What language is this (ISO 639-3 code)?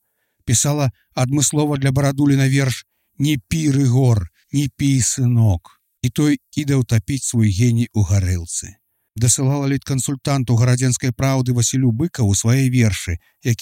bel